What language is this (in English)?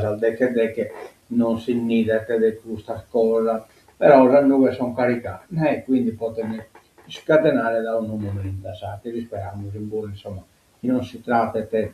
Sardinian